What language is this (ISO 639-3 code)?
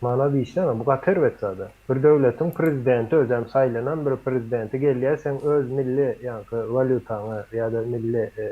tuk